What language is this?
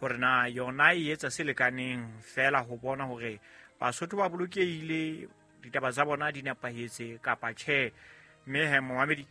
Southern Sotho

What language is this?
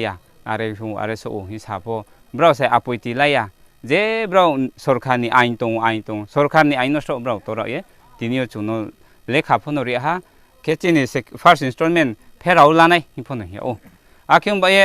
Riang (India)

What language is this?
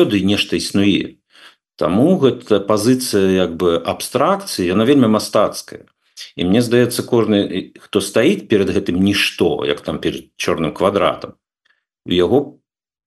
Belarusian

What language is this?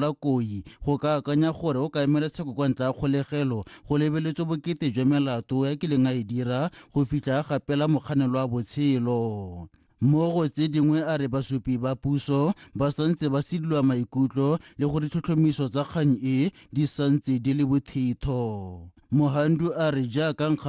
Tswana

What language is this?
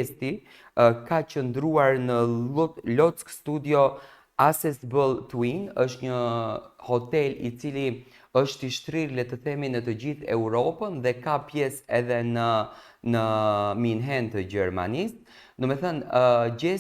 Albanian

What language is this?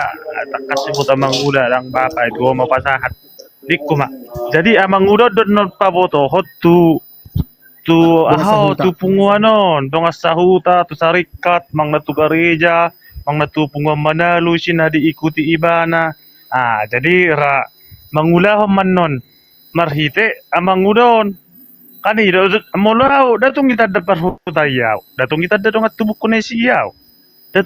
Batak Toba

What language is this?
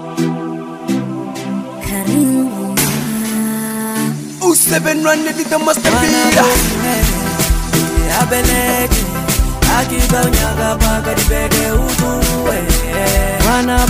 Swahili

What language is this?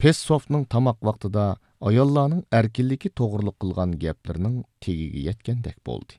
Uyghur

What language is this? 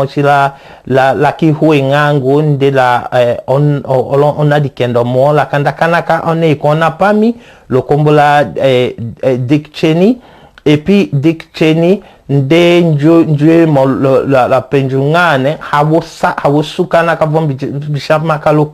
Tetela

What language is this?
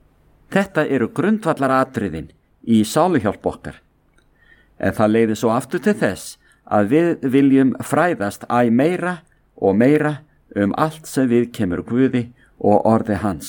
Icelandic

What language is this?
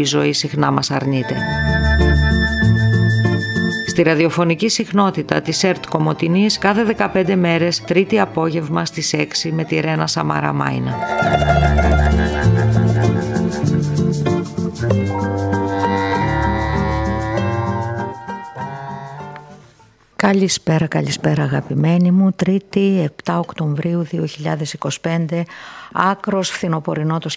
Greek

